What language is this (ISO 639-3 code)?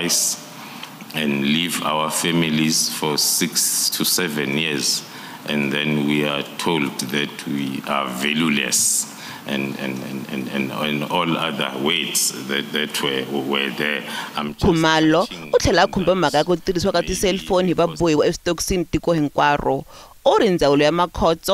tso